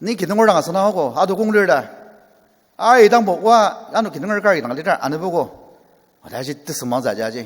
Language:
Ao Naga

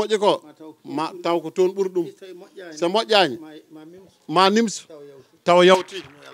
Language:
Fula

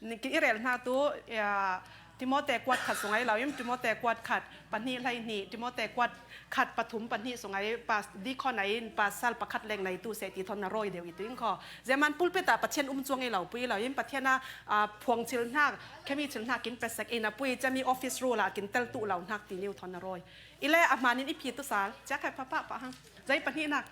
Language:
Falam Chin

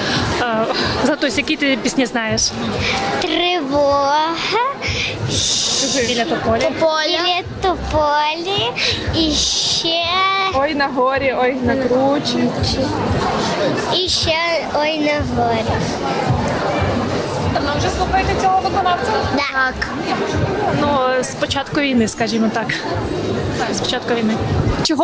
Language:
Ukrainian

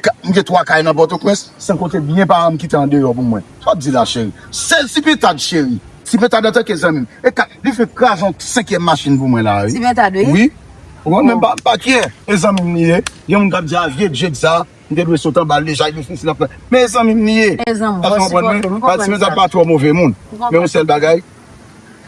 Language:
Haitian Creole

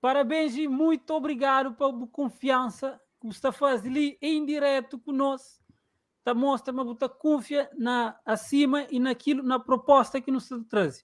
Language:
Kabuverdianu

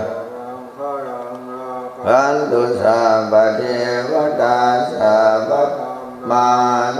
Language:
Pali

